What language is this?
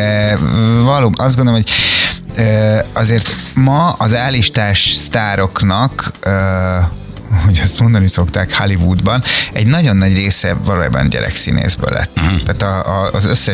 Hungarian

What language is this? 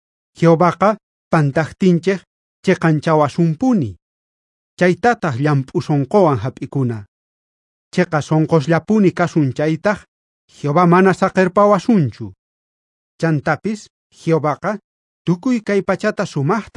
South Bolivian Quechua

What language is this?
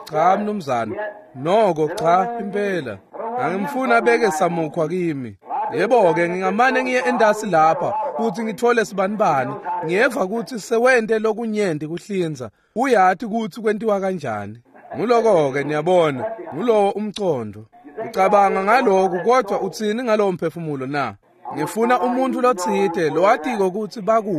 Swati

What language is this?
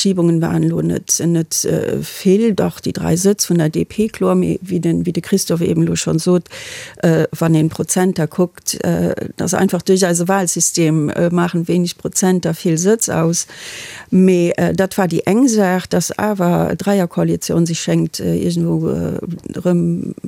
Luxembourgish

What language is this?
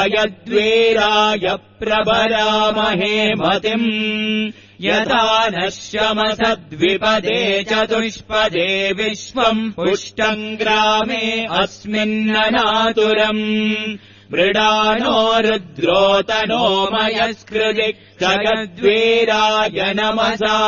Sanskrit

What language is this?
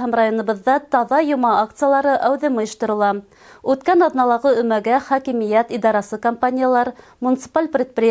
Bashkir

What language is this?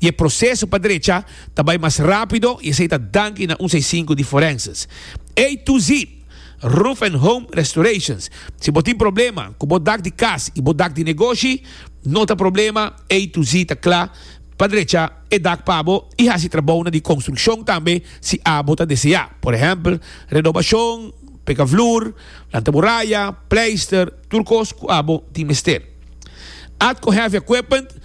Papiamento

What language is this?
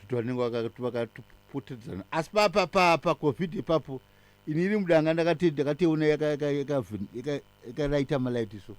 Shona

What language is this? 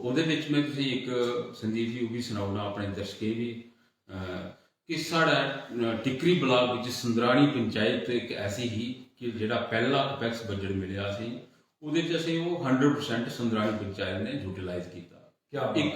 Dogri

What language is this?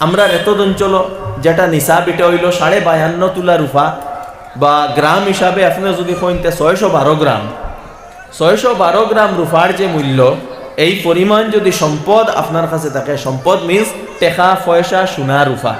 Sylheti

